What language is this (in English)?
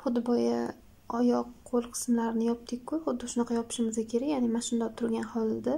Uzbek